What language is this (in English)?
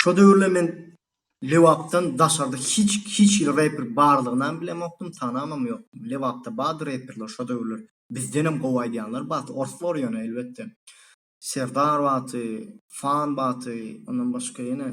Turkmen